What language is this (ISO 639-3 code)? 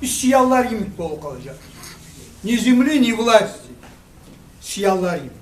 kum